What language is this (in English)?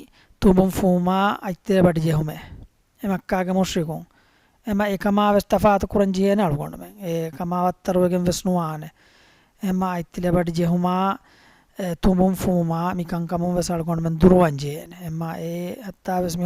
Divehi